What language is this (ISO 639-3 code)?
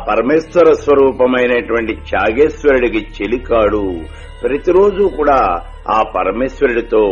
tel